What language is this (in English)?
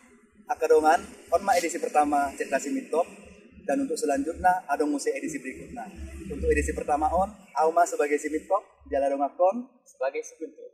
Batak Toba